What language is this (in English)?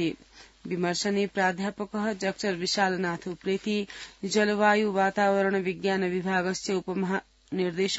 Sanskrit